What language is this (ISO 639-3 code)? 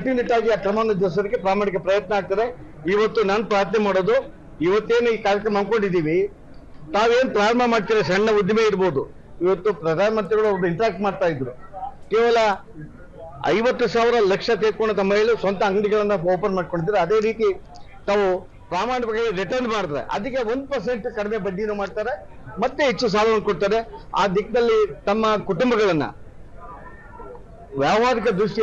kan